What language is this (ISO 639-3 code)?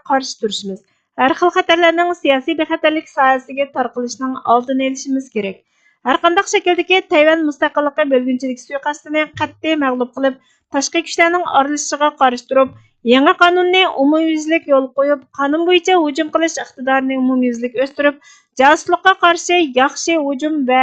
uig